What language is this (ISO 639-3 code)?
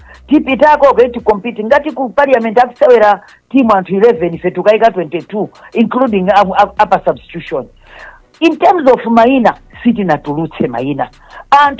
nya